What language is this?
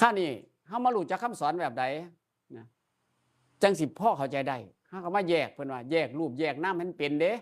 Northeastern Thai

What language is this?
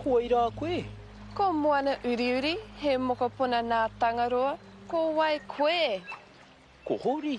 Māori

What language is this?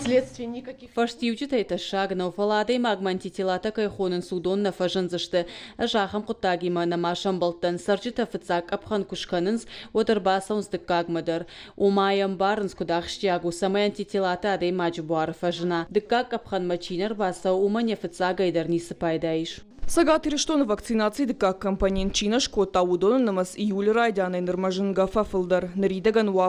Ossetic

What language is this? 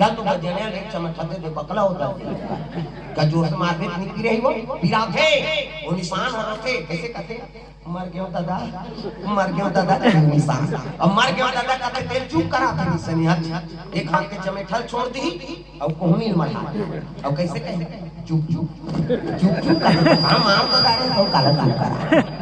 Chhattisgarhi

